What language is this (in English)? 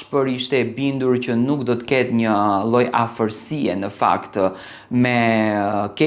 Albanian